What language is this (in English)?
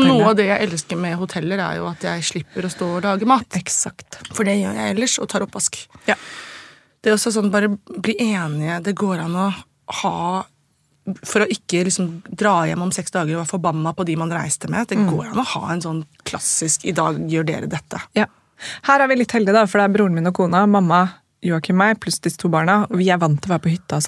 Norwegian